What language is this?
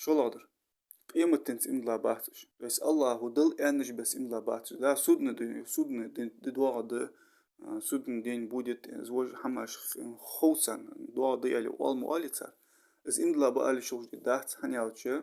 Ingush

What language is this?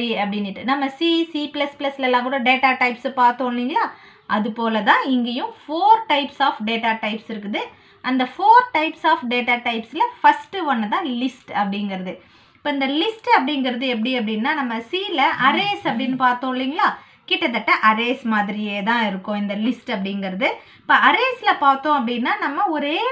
Tamil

